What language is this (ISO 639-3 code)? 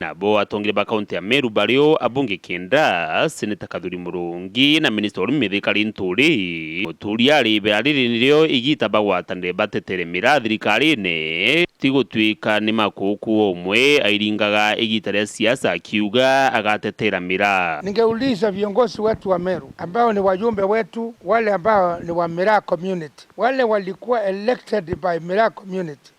mer